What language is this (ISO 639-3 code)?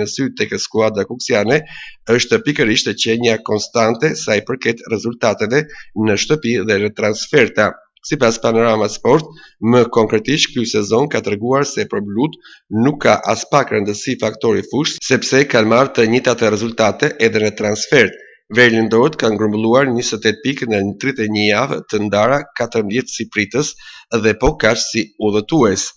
sqi